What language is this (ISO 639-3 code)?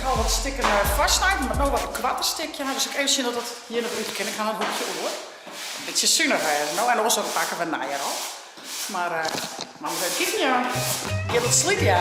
fry